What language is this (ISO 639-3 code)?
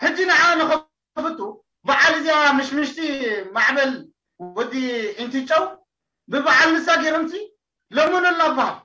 tir